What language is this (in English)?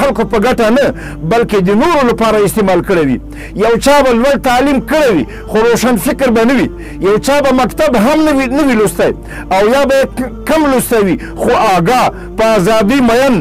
Pashto